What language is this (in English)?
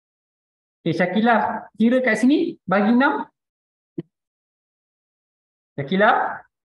Malay